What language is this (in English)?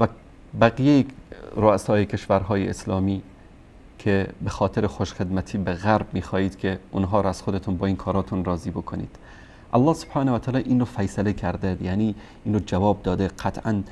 Persian